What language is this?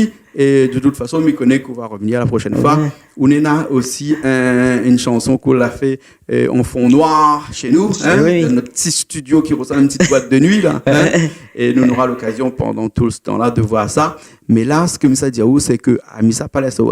Réunion Creole French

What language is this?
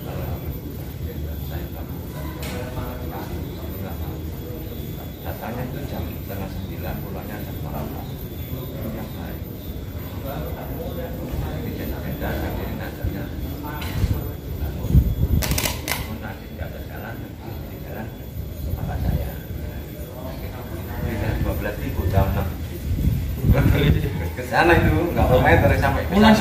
Indonesian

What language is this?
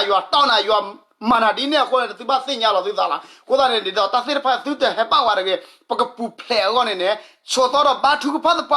S'gaw Karen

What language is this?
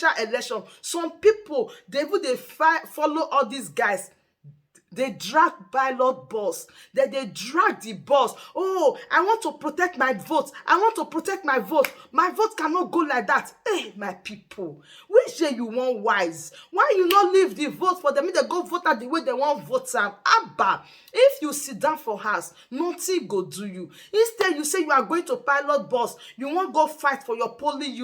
Nigerian Pidgin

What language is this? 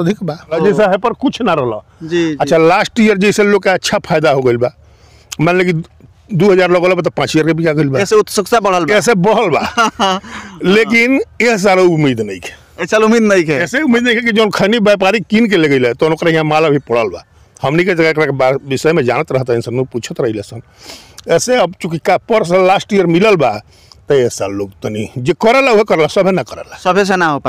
Bhojpuri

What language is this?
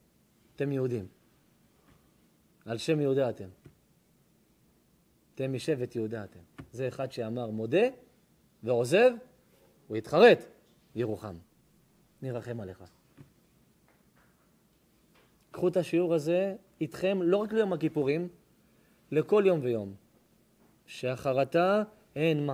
Hebrew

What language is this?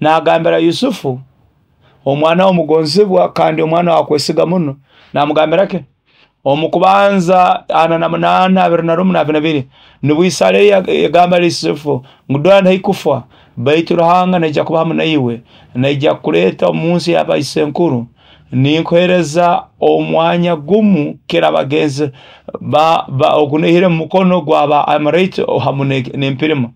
Nyoro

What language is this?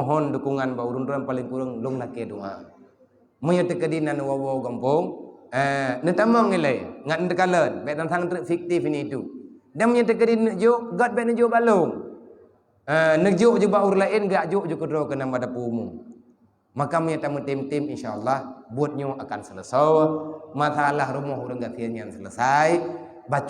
Achinese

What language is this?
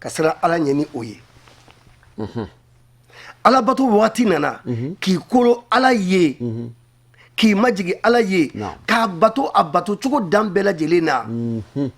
Bambara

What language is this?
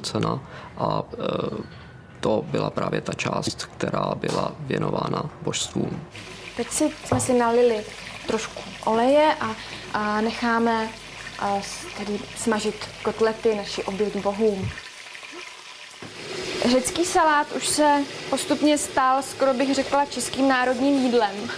Czech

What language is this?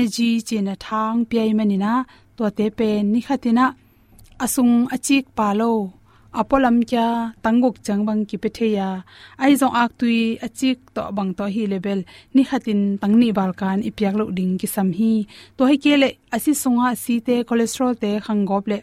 Tedim Chin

